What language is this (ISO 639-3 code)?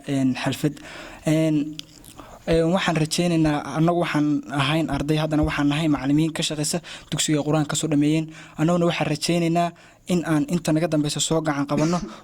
som